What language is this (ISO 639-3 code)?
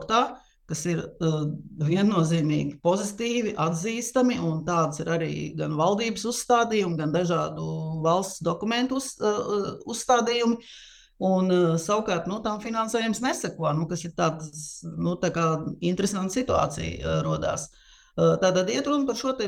lav